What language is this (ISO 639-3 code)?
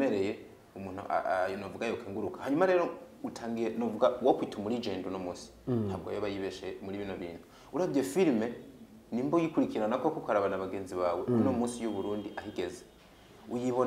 run